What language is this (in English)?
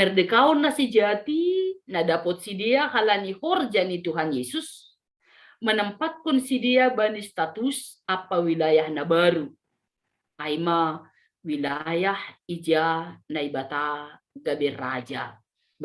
Batak Simalungun